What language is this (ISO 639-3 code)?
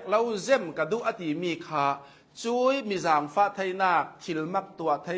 cnh